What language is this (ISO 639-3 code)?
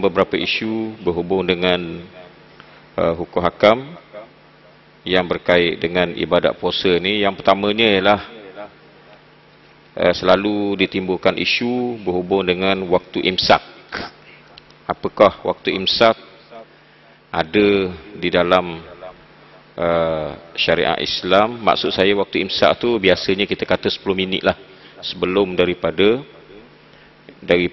msa